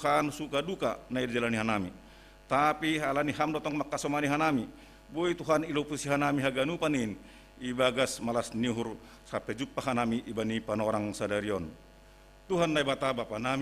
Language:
Batak Simalungun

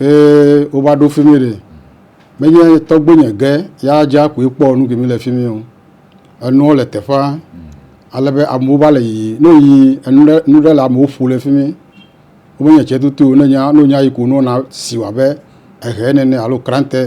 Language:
Ewe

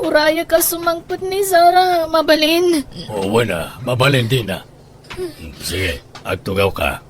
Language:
Iloko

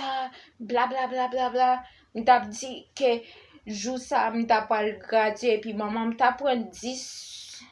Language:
Haitian Creole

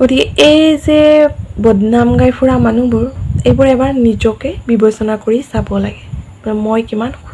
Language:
Assamese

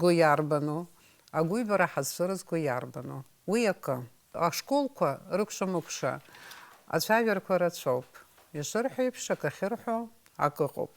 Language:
Abkhazian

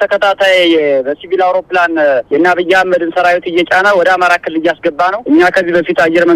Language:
Amharic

